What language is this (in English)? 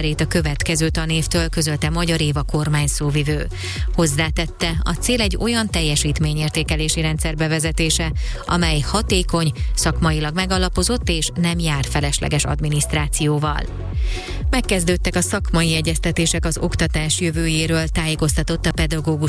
Hungarian